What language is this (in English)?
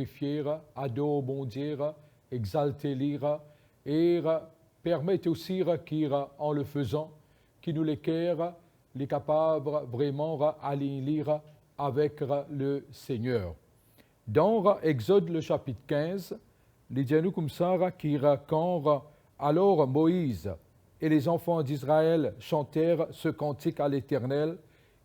Morisyen